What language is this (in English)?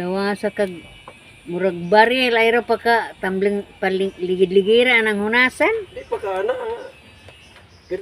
Cebuano